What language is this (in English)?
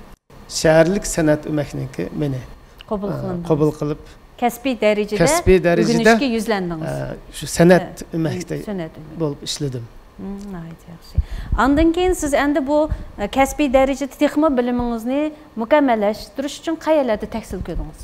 Uyghur